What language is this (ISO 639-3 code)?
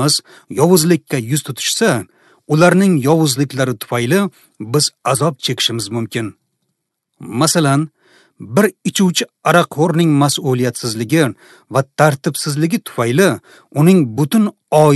uzb